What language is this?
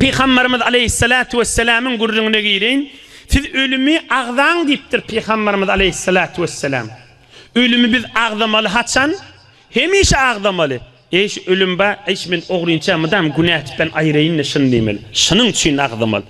Turkmen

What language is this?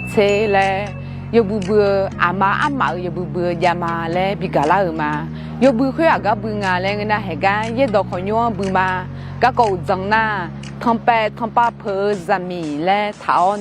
Akha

